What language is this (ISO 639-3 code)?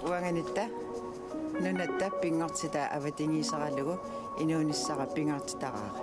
kal